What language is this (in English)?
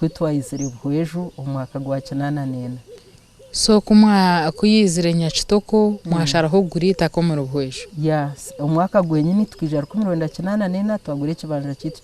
Nyankole